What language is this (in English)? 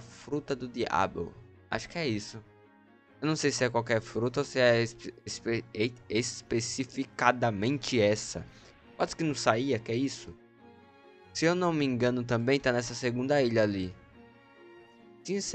Portuguese